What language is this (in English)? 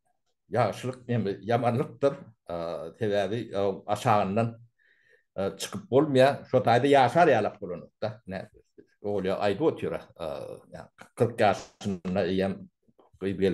Turkmen